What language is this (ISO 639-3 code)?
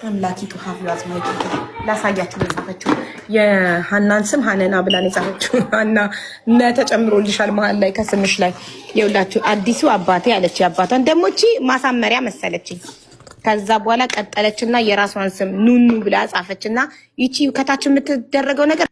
amh